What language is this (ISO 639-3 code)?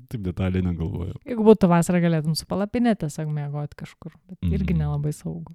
lit